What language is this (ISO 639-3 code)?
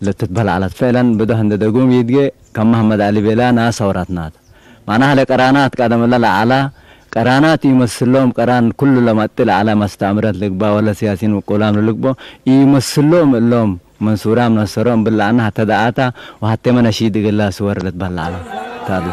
tig